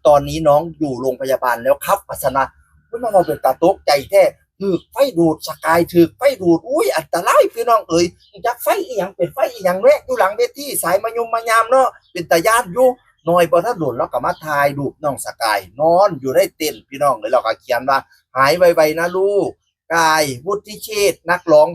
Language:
Northeastern Thai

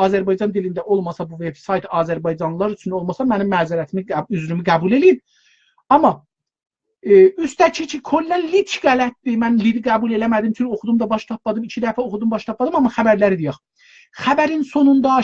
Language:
South Azerbaijani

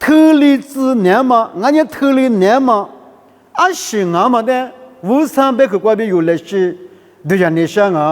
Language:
Lisu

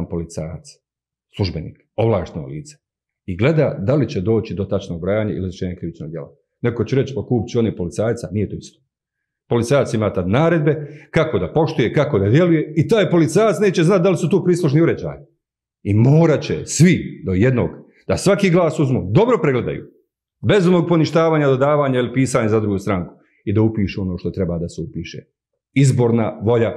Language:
Bosnian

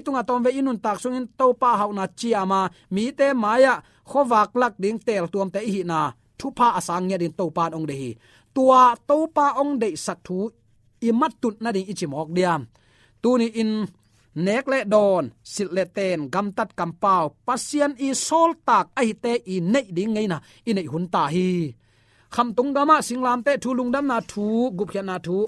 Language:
Tedim Chin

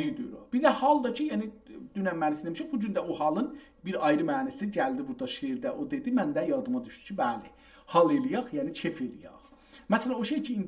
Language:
South Azerbaijani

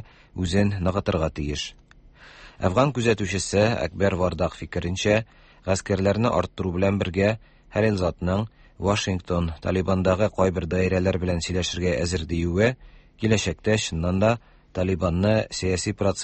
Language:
Tatar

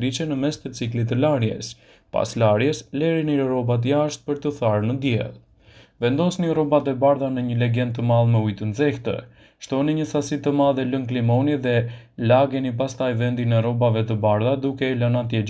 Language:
Albanian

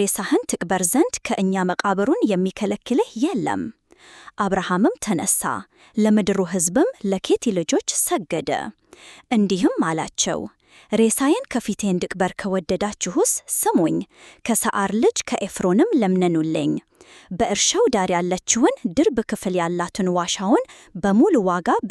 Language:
Amharic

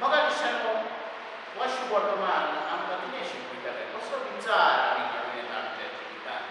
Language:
Konkani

